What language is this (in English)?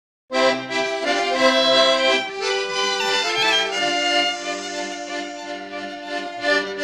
Bulgarian